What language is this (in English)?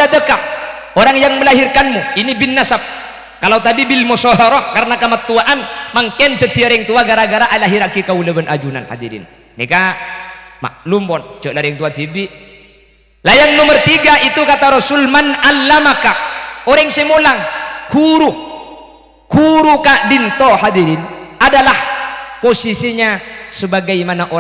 Madurese